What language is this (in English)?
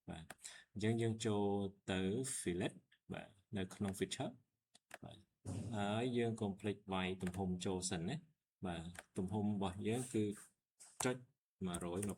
Khmer